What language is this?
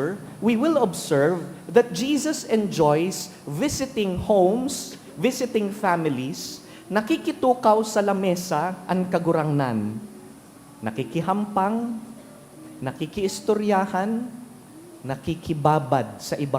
Bikol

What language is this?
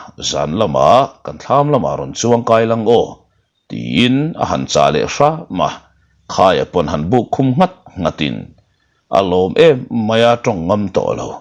Mizo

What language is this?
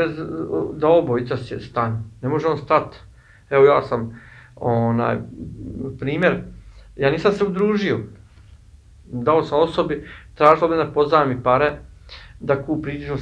Bosnian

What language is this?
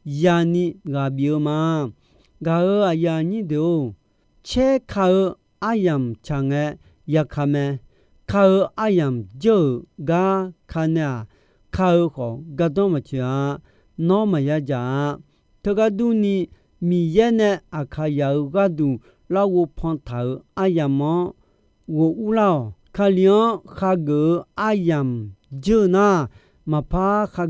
Akha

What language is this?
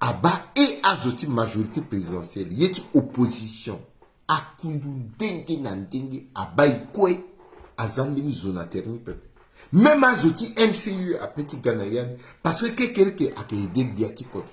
Sango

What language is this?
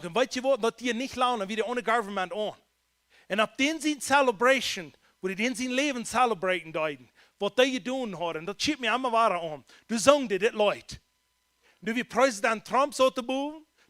Plautdietsch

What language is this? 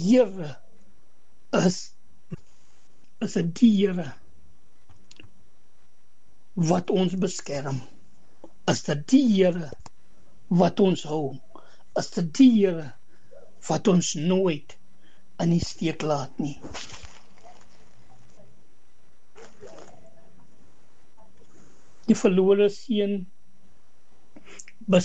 Afrikaans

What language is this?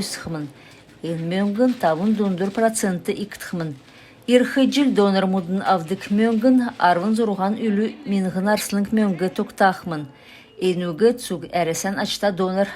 Kalmyk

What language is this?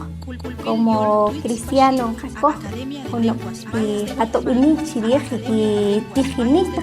Poqomchi'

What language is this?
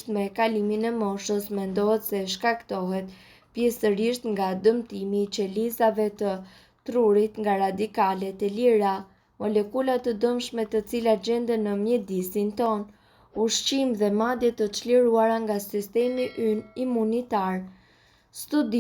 Albanian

